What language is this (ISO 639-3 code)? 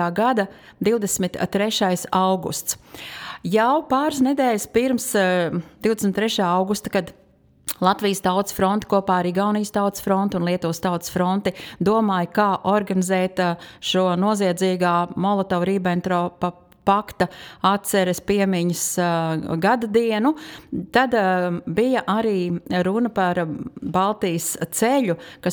lav